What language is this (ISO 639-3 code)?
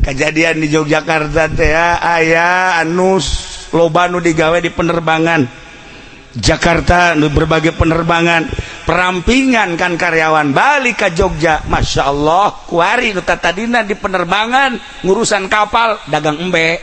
sun